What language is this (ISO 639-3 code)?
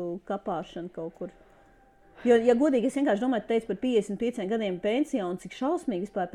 lav